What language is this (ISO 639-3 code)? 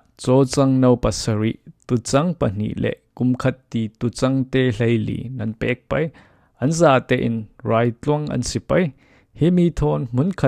cfm